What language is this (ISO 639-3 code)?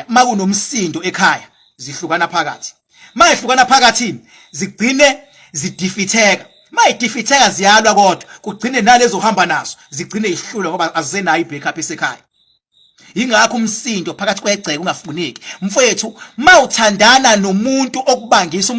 zul